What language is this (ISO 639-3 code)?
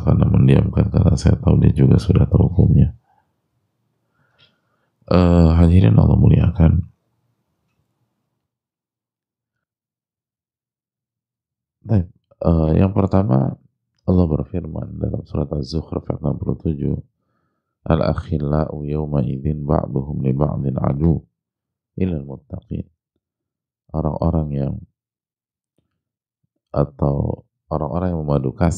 ind